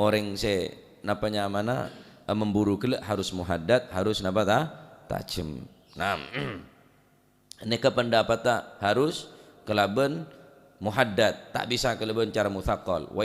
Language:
Madurese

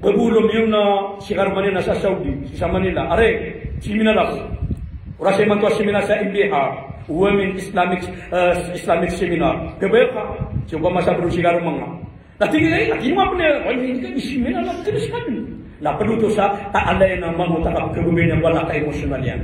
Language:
Maranao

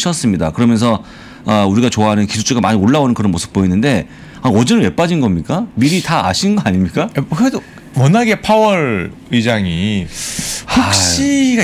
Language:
Korean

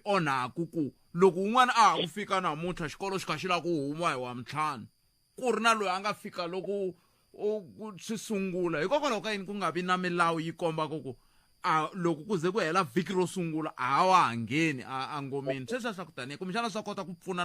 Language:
Tsonga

